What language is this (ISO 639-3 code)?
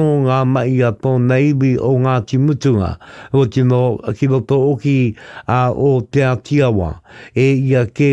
mri